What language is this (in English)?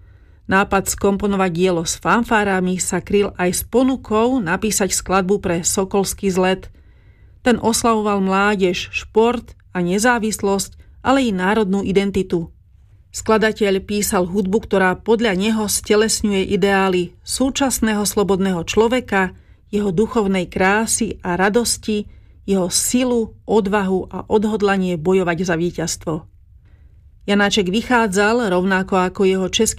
Slovak